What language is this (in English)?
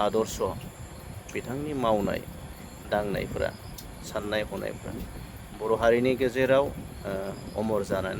Bodo